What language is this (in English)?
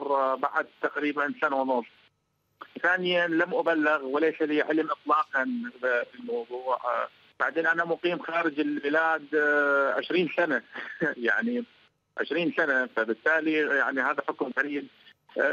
Arabic